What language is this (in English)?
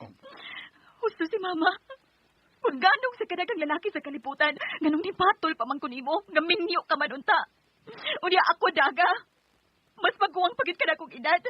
Cebuano